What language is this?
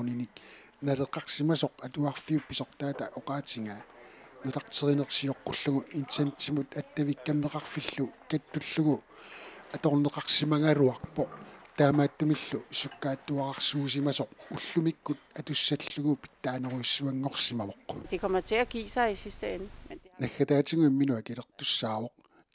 Kalaallisut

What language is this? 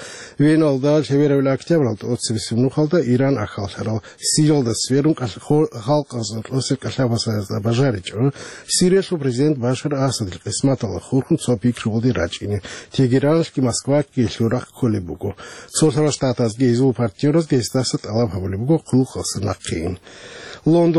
Avaric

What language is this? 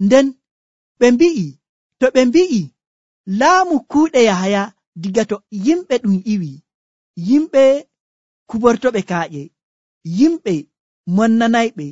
Nigerian Fulfulde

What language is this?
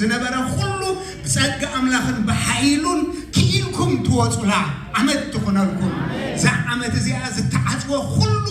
Tigrinya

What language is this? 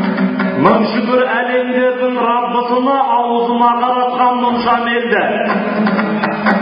Kazakh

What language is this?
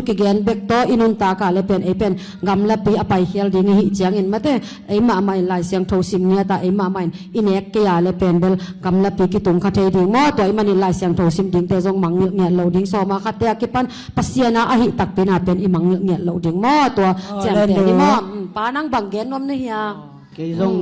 Tedim Chin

